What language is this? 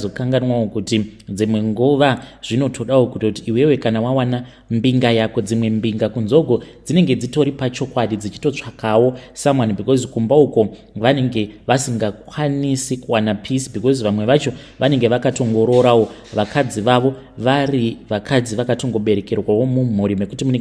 Shona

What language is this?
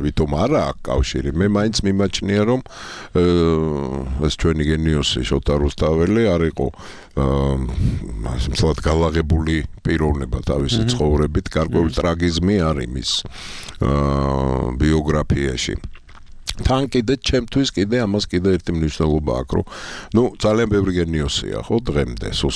Georgian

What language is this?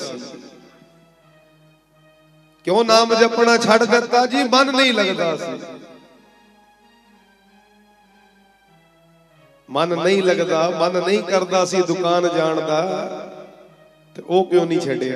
Punjabi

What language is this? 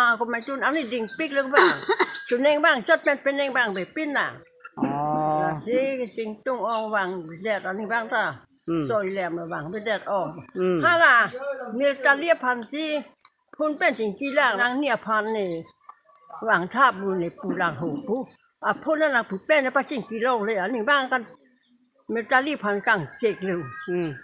Karbi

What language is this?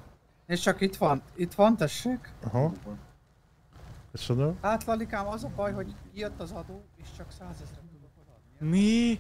Hungarian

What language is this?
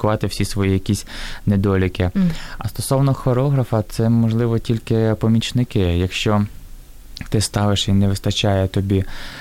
Ukrainian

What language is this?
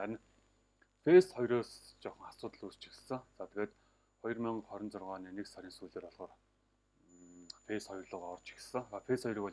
Mongolian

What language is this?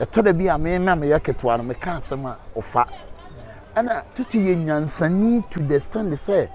Akan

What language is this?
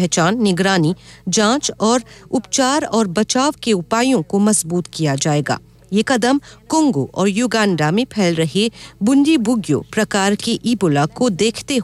Hindi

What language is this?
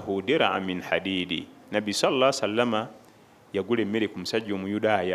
Ganda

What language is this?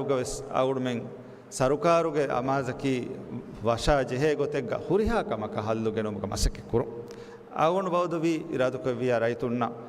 Divehi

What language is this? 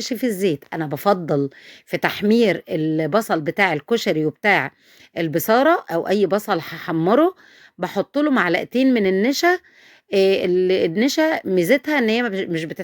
Egyptian Arabic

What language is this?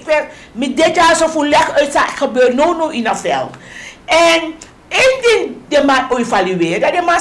Sranan Tongo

